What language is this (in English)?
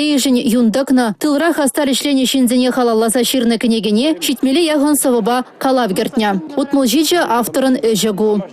Chuvash